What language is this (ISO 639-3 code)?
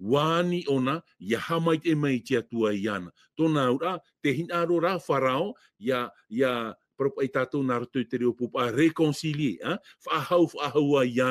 tah